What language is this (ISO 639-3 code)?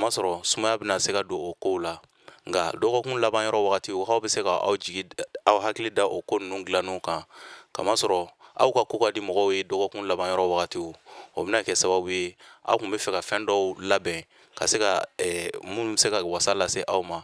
bam